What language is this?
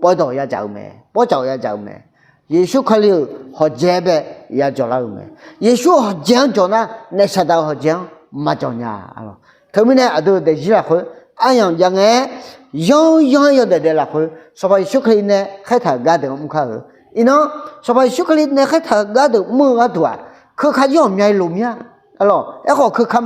Akha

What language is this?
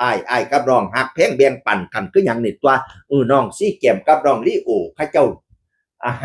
Northeastern Thai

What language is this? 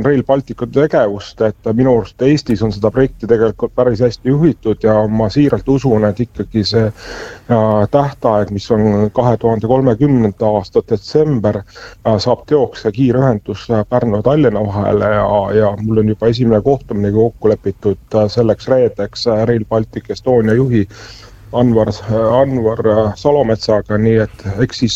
Estonian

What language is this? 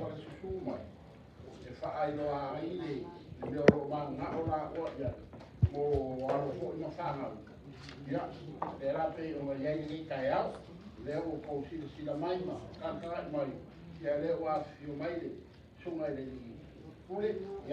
Samoan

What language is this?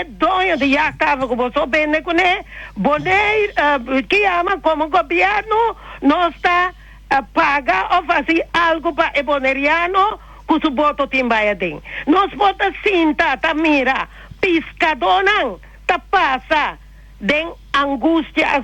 Papiamento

